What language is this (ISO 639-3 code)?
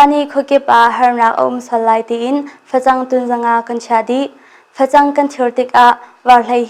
cnh